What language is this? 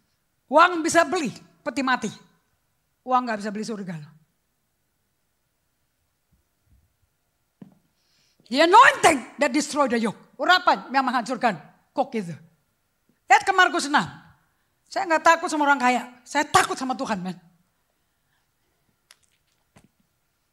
Indonesian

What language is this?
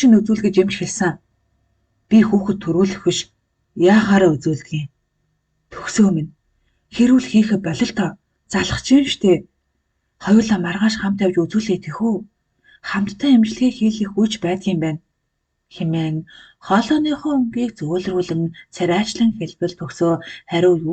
Mongolian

